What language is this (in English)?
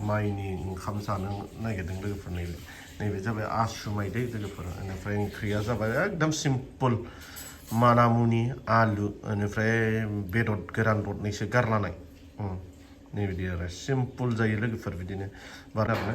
Bodo